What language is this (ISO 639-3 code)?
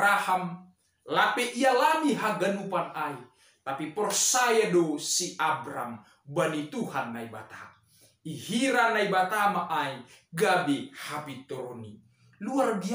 bts